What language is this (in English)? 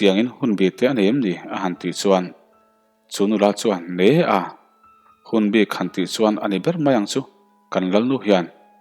Mizo